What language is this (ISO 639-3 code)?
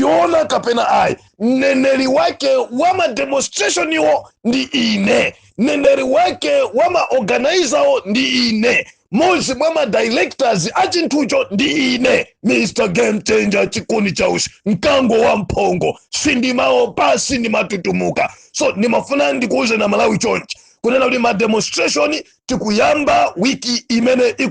nya